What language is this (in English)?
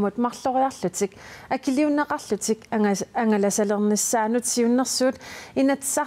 Kalaallisut